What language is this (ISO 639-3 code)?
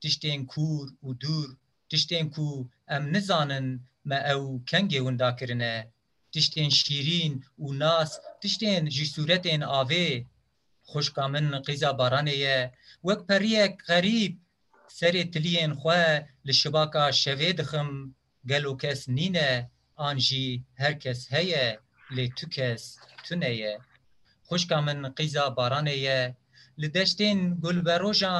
kur